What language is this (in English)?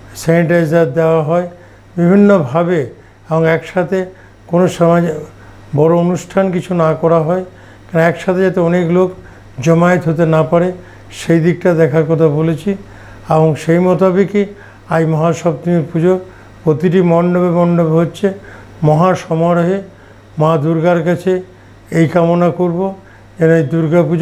Bangla